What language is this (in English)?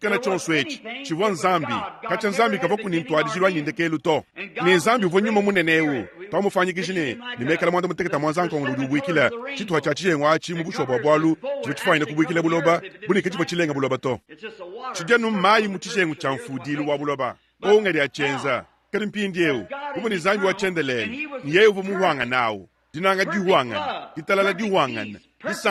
Luba-Lulua